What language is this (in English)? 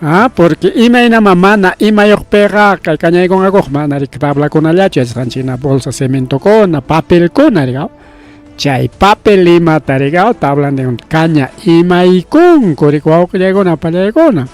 Ayacucho Quechua